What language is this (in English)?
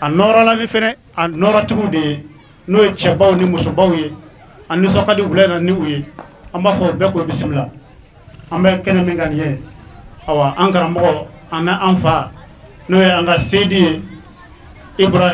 Bambara